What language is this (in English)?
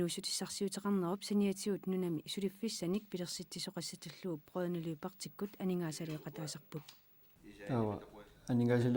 Kalaallisut